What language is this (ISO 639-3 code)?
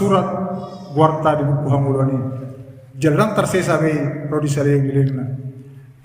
bbc